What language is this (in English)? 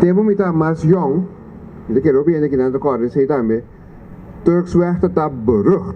Papiamento